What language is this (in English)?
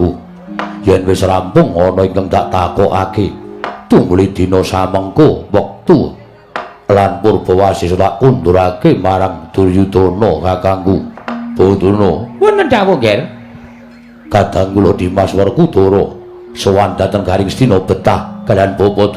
Javanese